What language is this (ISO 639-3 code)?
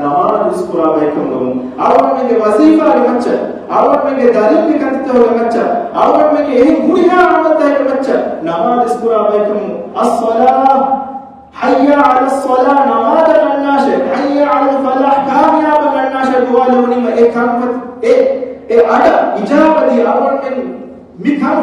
div